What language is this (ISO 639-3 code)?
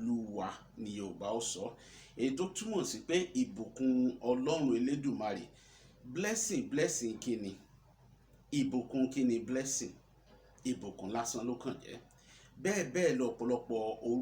yor